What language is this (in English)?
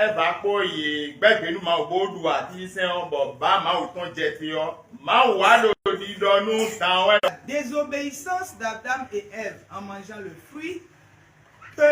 Fon